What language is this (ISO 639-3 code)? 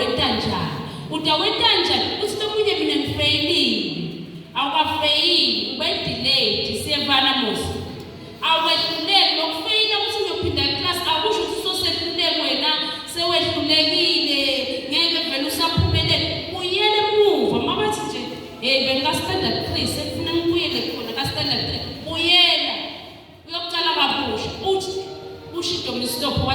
ssw